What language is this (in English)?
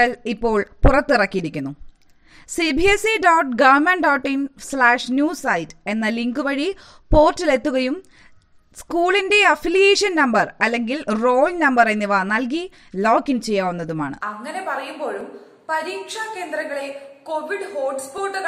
Malayalam